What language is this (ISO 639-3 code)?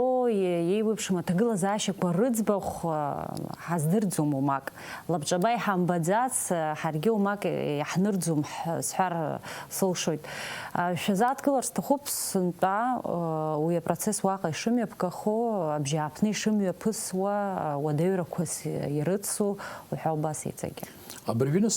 abk